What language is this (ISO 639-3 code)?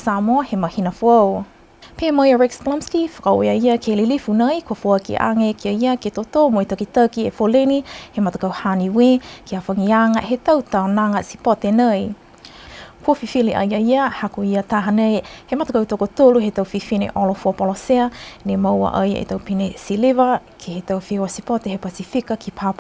niu